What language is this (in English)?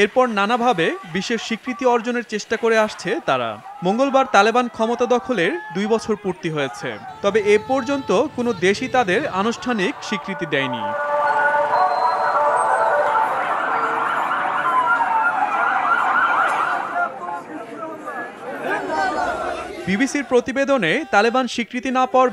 Bangla